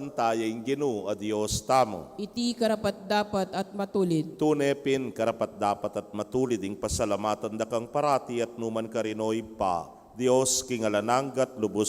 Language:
Pampanga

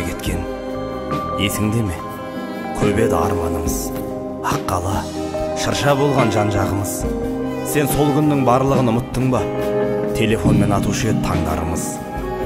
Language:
Kazakh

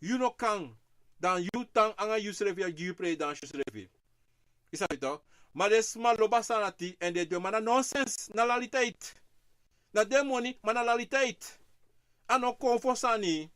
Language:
Sranan Tongo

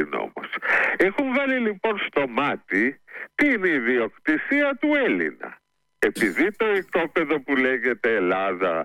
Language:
Greek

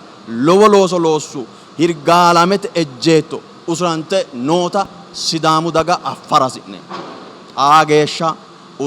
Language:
Sidamo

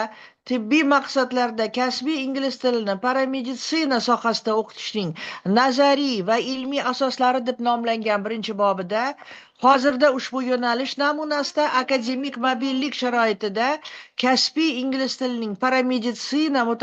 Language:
Uzbek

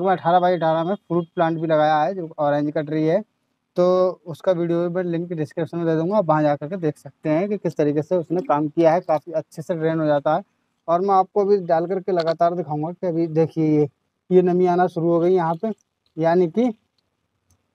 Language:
Hindi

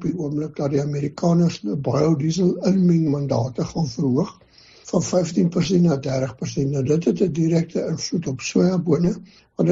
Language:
Afrikaans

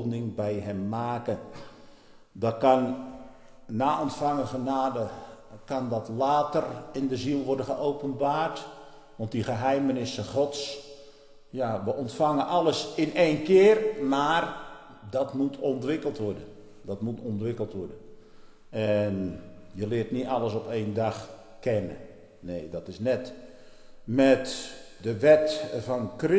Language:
Dutch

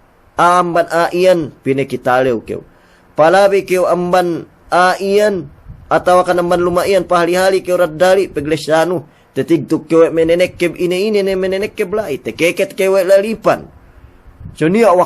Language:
Yakan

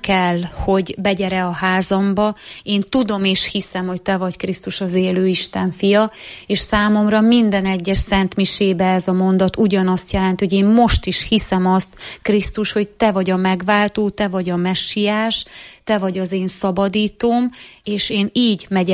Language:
Hungarian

